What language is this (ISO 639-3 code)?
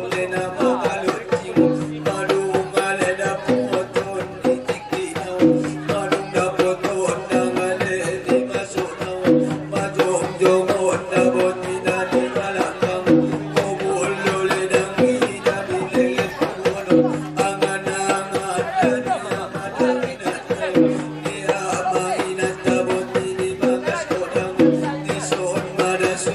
akb